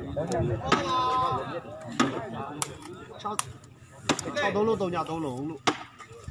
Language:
Burmese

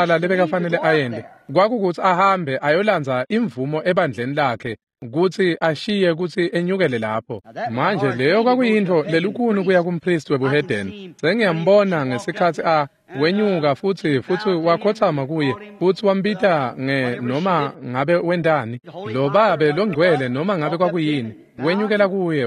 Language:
Swati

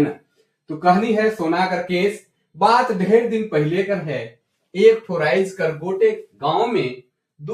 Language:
Sadri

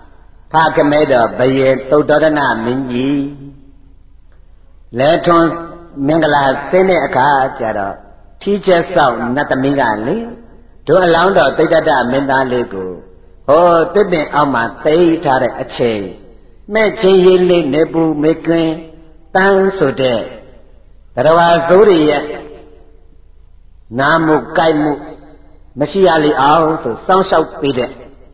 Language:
Burmese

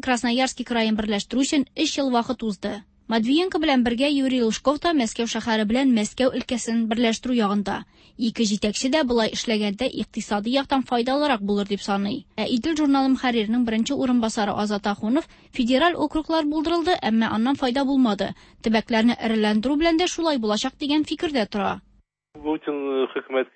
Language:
Tatar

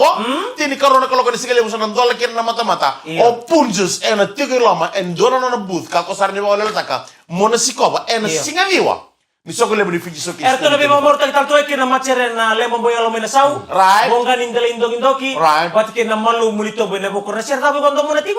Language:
Fijian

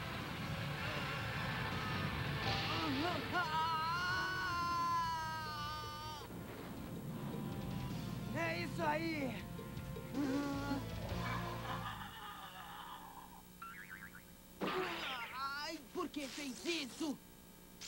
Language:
Portuguese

